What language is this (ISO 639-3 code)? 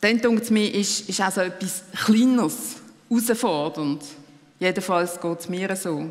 gsw